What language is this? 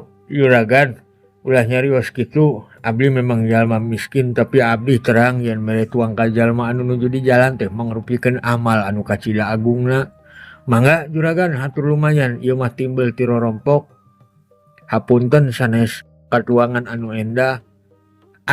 Sundanese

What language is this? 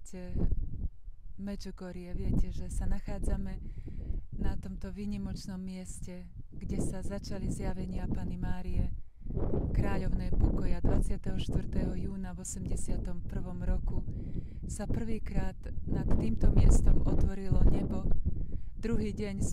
Slovak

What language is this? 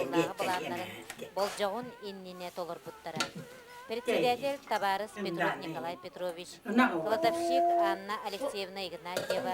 Yakut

